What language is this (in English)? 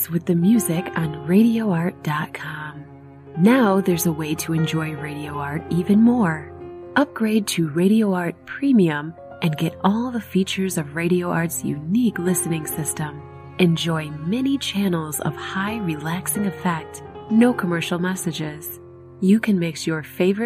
English